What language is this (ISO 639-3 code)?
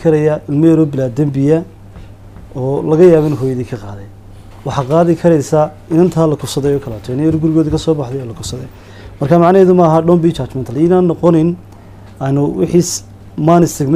som